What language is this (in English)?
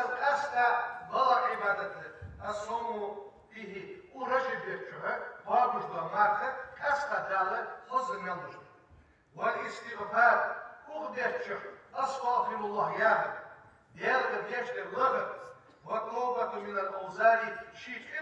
Ingush